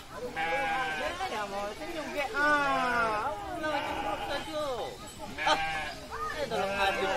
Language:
Batak Angkola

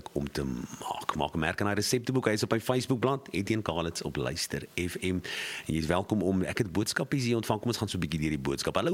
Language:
Afrikaans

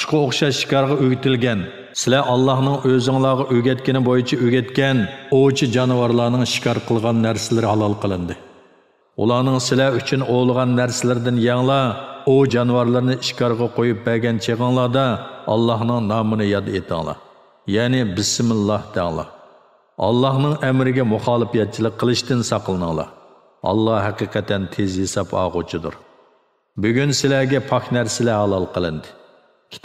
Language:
Uyghur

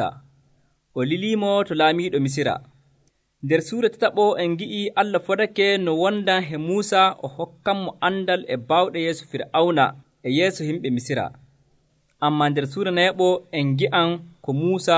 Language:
Nigerian Fulfulde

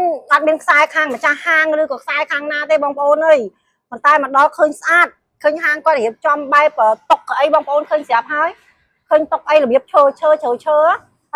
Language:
Khmer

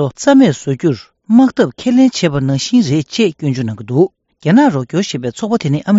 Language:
Tibetan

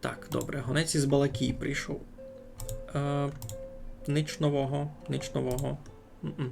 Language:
Rusyn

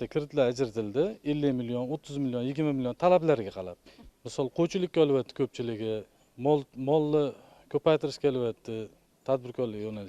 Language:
Uzbek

